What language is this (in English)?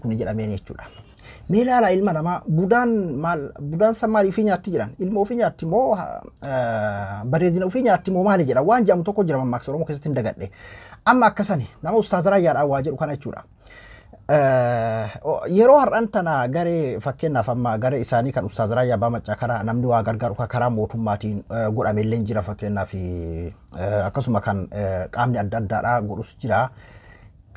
Oromo